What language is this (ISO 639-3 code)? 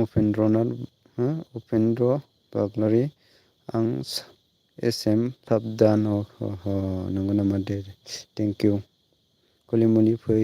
brx